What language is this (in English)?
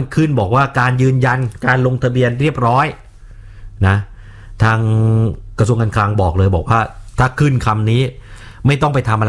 Thai